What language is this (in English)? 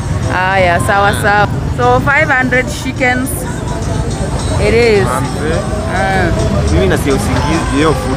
Swahili